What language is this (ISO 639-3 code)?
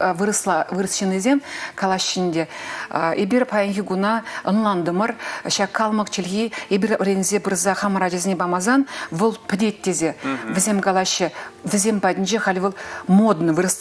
chv